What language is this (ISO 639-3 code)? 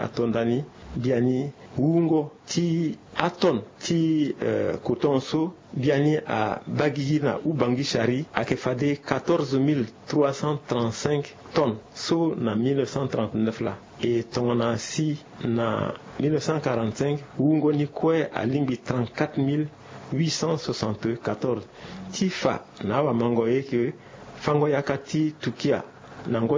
sag